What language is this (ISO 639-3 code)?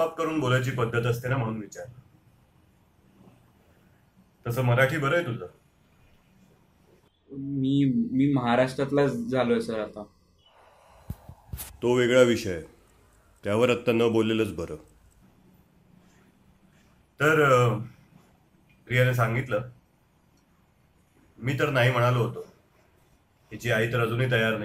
mar